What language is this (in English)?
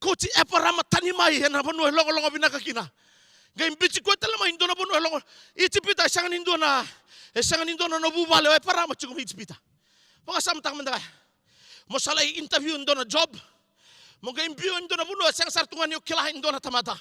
Fijian